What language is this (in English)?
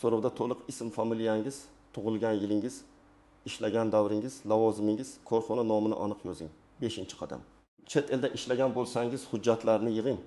Uzbek